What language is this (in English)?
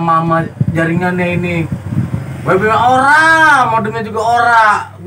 Betawi